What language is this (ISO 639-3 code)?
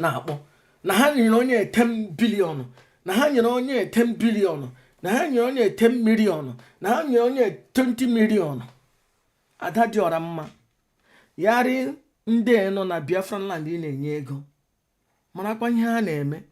ibo